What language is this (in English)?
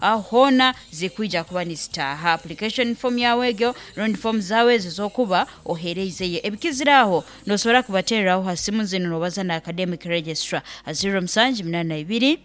Nyankole